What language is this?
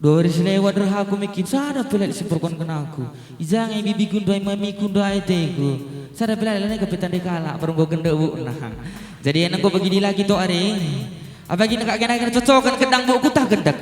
Batak Karo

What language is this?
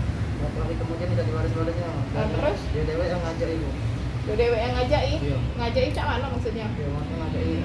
Musi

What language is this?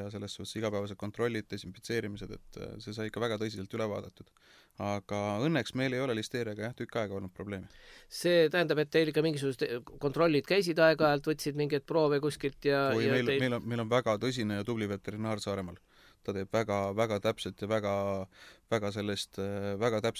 Estonian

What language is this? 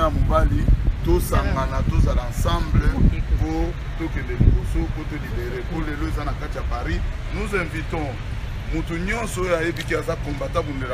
Lingala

